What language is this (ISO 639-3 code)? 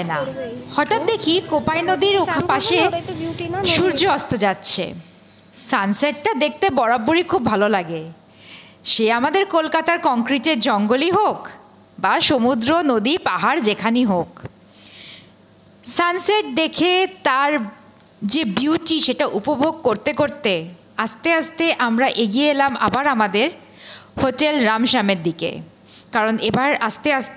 ben